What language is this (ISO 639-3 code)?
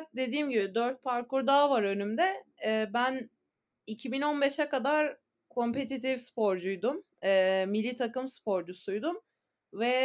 tur